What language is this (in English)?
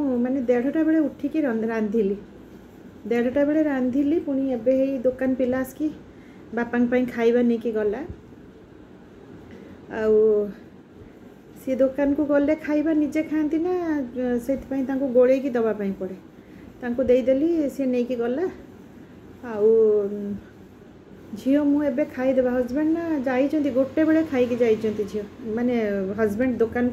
Odia